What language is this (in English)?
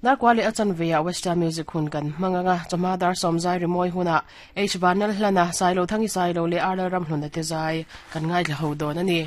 Mizo